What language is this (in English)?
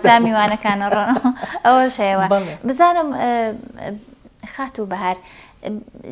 Central Kurdish